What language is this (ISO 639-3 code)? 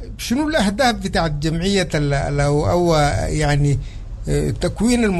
apd